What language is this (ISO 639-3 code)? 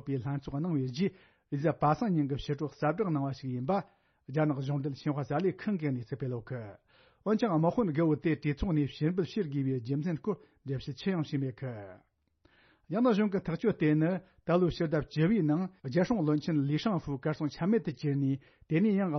bod